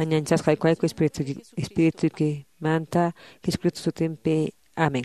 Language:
Quechua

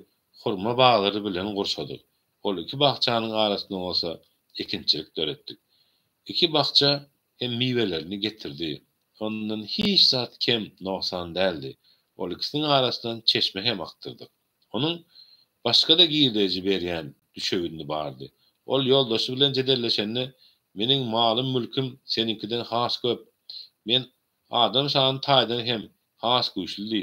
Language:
Turkmen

